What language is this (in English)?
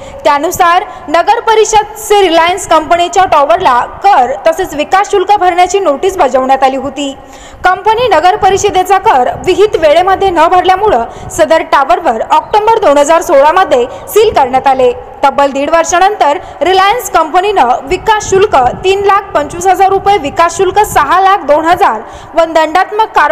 Marathi